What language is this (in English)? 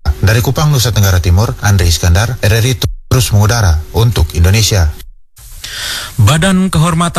Indonesian